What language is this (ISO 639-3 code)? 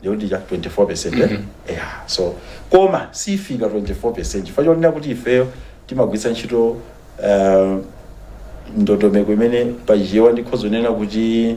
nya